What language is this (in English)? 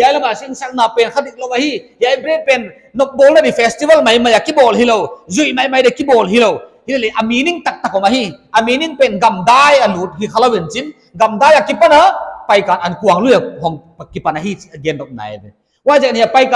Paite Chin